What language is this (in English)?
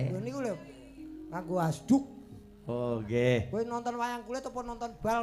Javanese